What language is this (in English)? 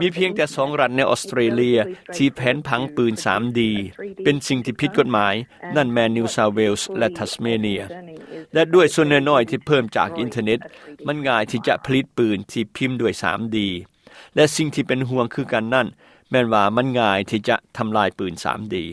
Lao